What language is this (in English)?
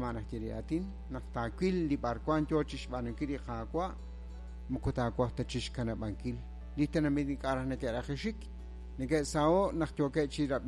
Kekchí